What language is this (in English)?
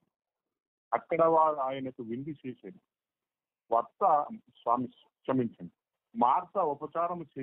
Telugu